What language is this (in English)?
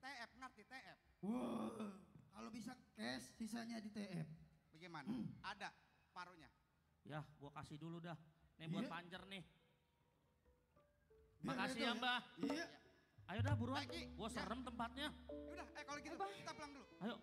Betawi